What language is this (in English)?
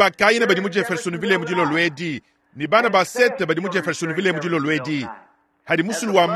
Luba-Lulua